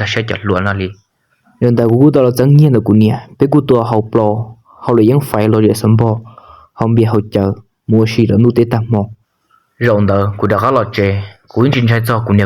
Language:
Hmong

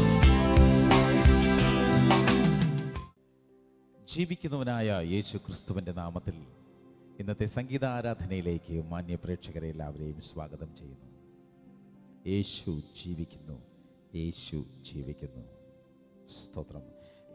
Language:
Malayalam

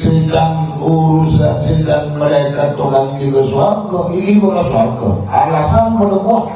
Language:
Madurese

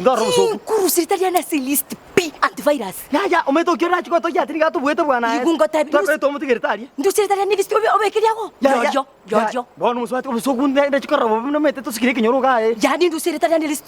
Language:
Gusii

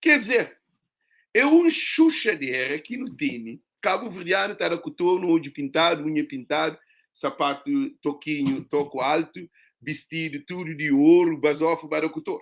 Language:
Kabuverdianu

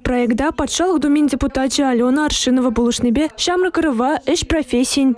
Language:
Chuvash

